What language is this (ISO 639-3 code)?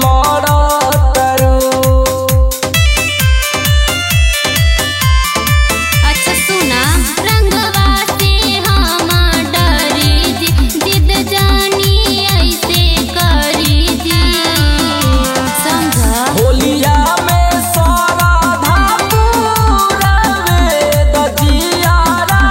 bho